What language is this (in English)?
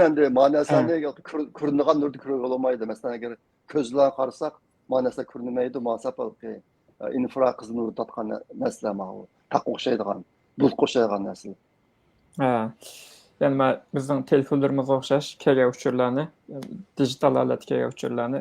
Uyghur